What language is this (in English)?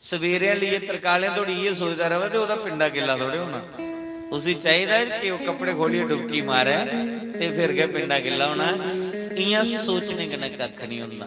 Dogri